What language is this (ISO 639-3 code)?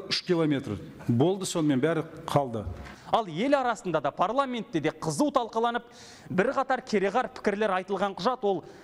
kaz